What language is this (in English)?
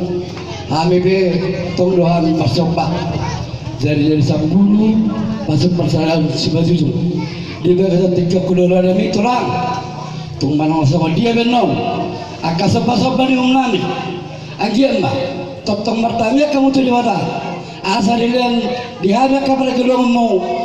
Batak Toba